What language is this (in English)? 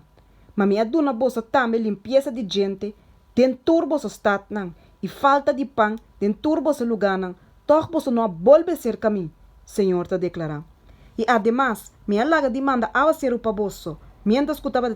Papiamento